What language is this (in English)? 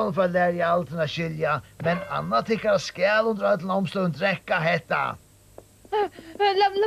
Faroese